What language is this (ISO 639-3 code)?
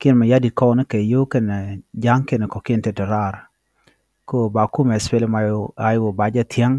nus